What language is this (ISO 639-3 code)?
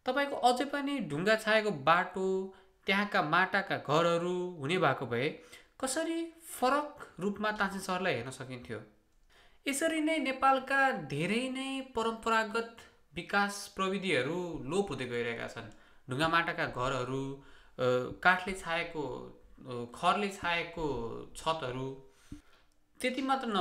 nep